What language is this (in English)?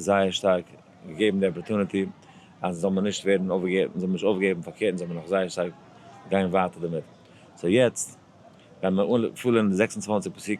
Yiddish